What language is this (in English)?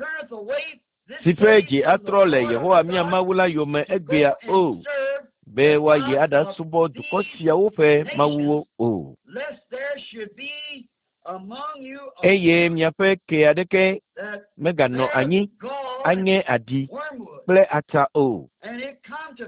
Ewe